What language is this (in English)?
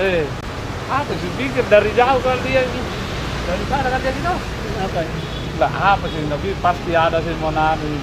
Makassar Malay